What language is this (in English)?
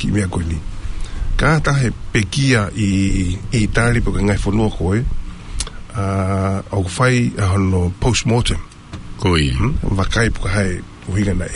Tongan